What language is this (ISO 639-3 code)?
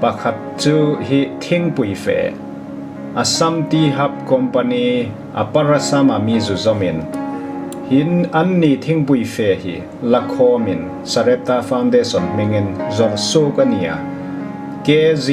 hmr